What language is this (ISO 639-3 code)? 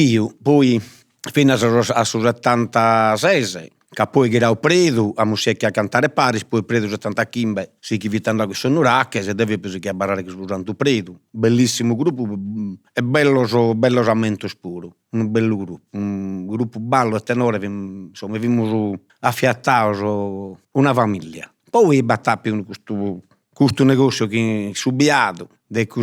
srd